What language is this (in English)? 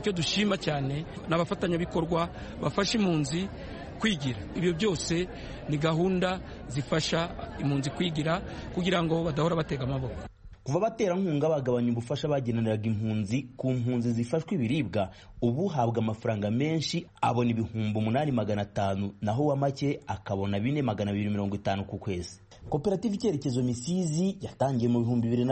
Kinyarwanda